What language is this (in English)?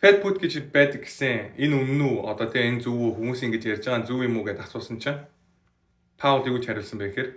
Mongolian